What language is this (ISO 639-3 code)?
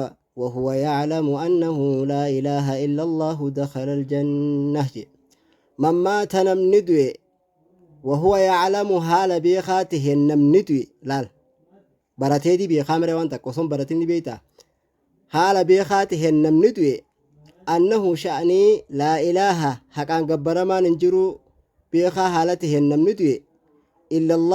orm